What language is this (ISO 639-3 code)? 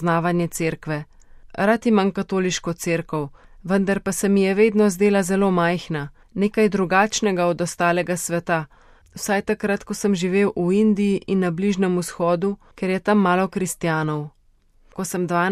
slv